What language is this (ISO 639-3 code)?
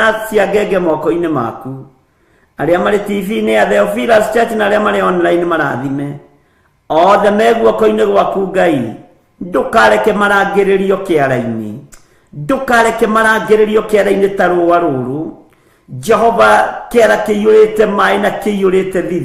kik